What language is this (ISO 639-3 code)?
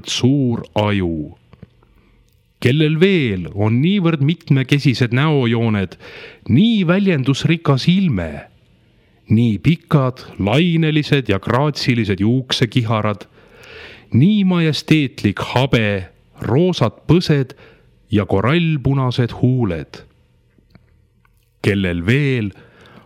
est